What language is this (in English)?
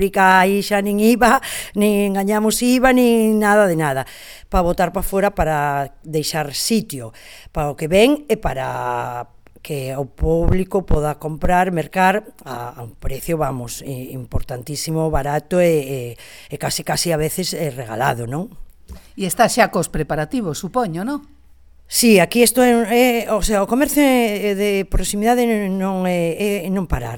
Galician